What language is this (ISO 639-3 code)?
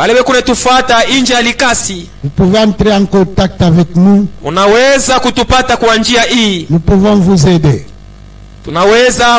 swa